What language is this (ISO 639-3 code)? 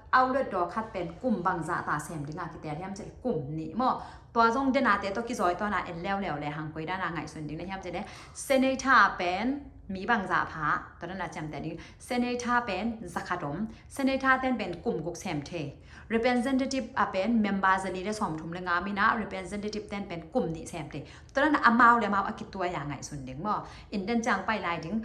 ctd